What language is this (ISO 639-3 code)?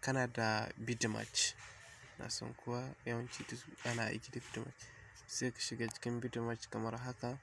hau